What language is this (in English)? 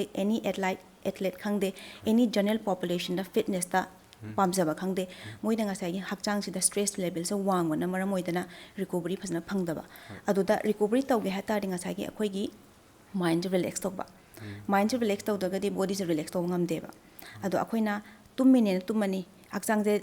Manipuri